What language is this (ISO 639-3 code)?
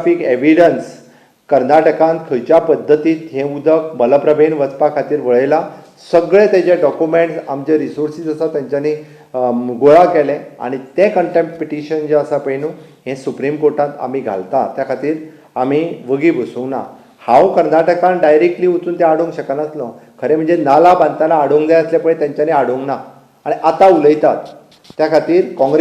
kok